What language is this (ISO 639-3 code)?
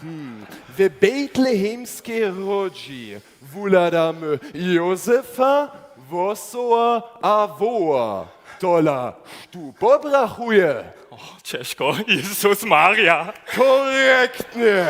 hsb